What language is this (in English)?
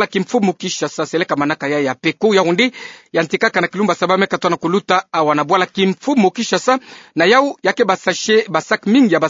Kituba (Democratic Republic of Congo)